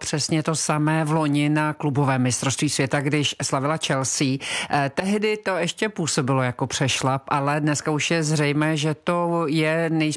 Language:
Czech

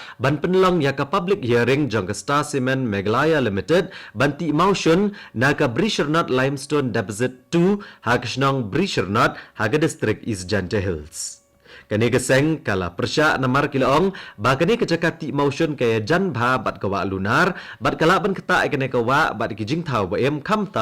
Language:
Khasi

